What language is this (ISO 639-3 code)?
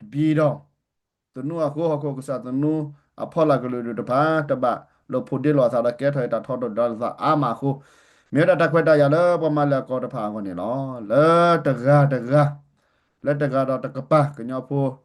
ksw